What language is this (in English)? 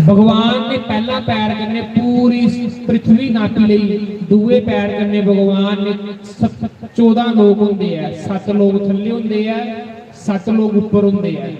Dogri